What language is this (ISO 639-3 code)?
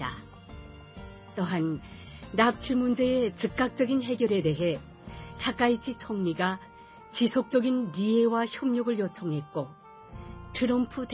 kor